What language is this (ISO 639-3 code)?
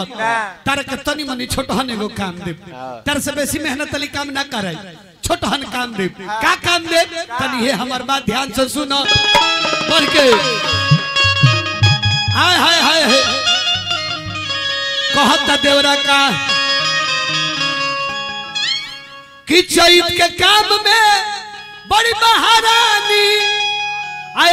bho